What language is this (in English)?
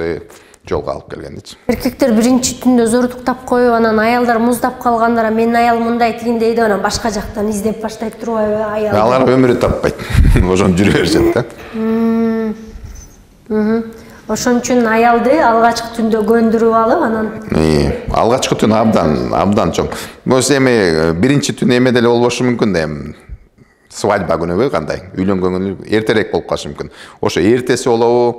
Kyrgyz